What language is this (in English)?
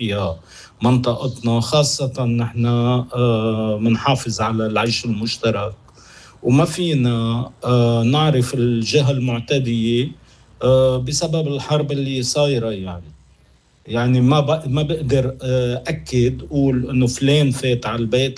North Levantine Arabic